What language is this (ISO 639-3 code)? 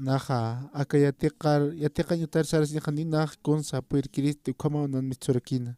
aym